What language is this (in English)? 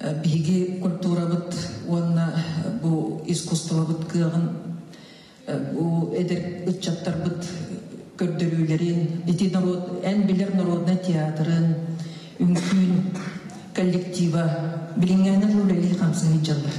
Yakut